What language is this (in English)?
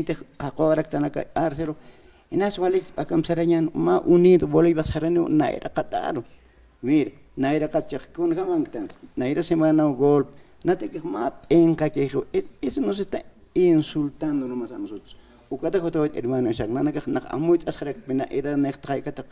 Aymara